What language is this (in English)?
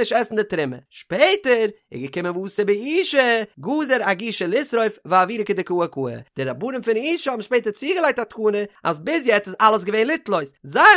Yiddish